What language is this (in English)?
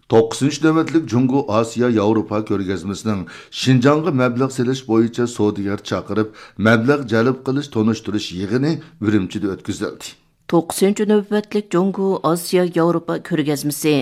Uyghur